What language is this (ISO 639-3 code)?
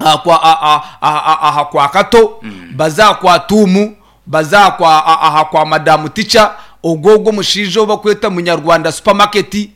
nyn